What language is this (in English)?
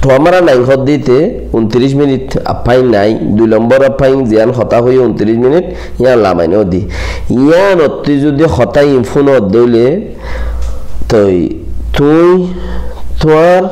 Rohingya